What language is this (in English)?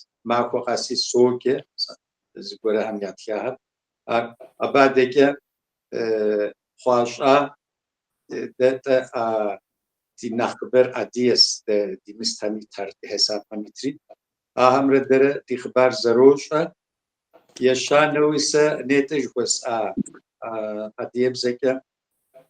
Kabardian